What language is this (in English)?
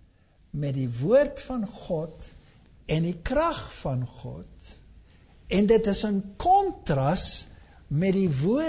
Afrikaans